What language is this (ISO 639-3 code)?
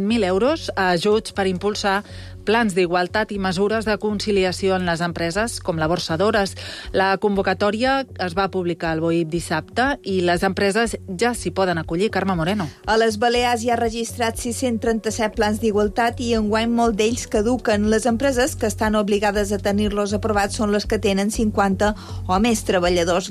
cat